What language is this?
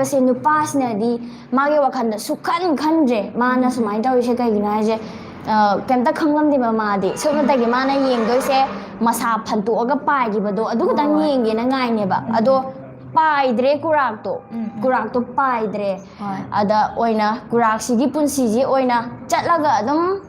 Manipuri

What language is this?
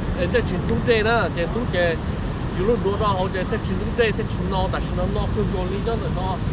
Hmong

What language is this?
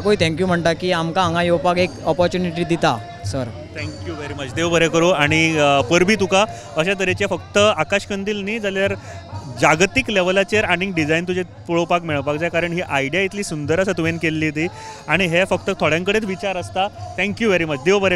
Konkani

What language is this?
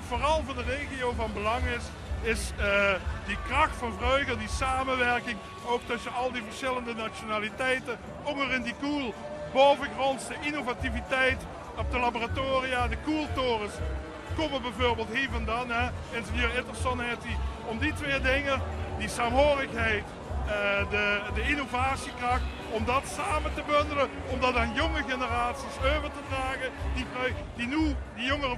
Limburgish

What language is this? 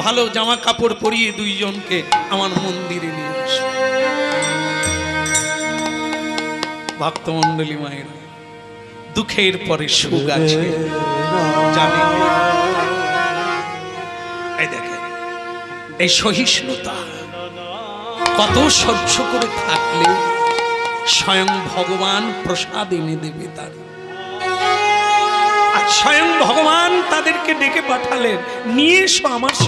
Bangla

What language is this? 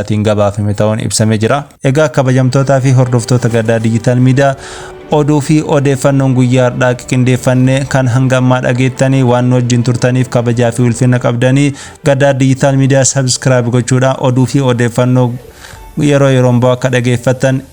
Oromo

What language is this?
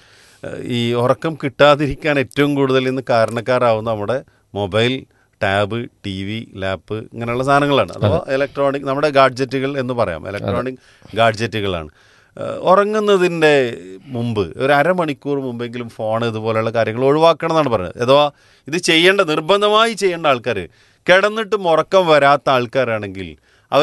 Malayalam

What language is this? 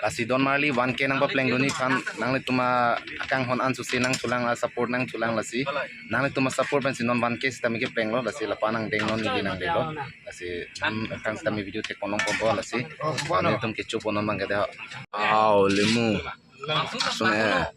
Karbi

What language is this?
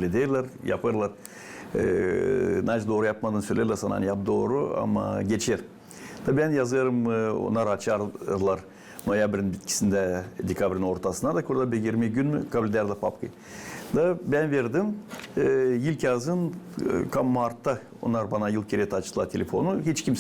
Gagauz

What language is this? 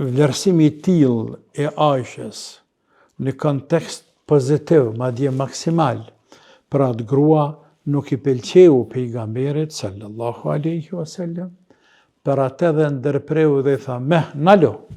Albanian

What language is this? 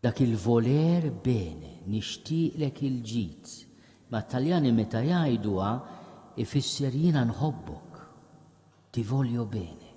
Maltese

